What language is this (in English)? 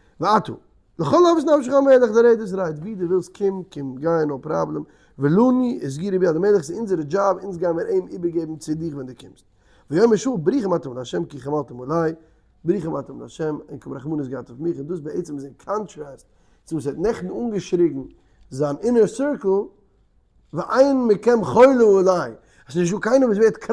Yiddish